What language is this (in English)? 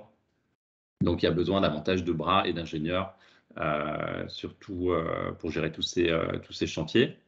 French